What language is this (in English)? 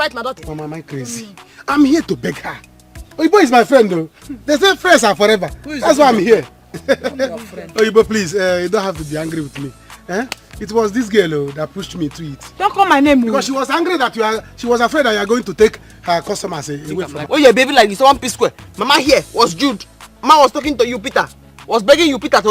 Nigerian Pidgin